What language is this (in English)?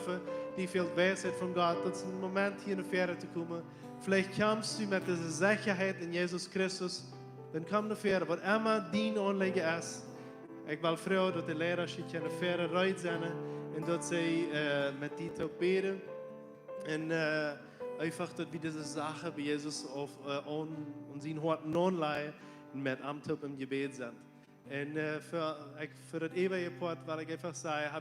Plautdietsch